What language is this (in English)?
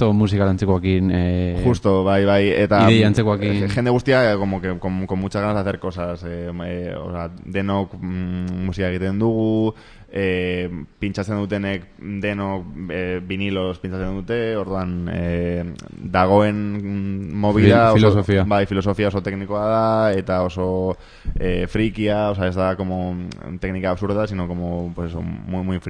Basque